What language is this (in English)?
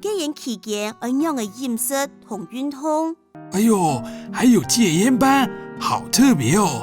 Hakka Chinese